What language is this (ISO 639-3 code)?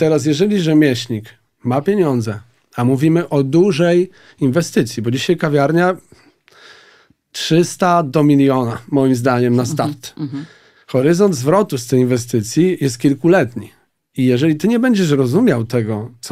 pol